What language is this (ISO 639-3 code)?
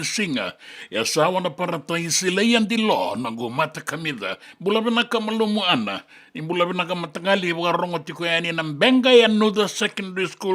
fij